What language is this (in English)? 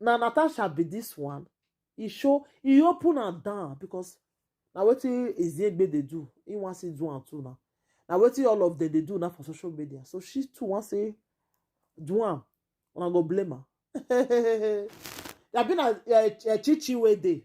Nigerian Pidgin